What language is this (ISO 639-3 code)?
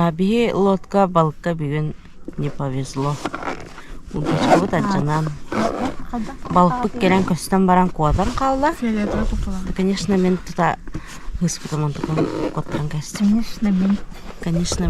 sah